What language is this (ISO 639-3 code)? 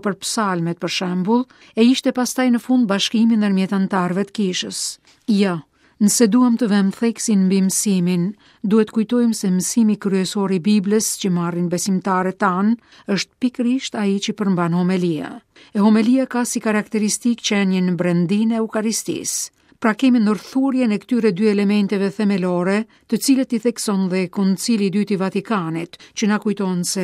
sqi